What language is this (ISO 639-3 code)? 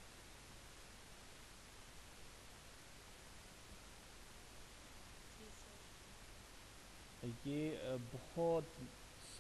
urd